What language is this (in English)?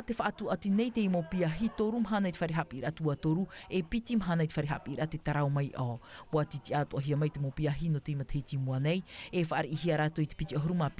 Tahitian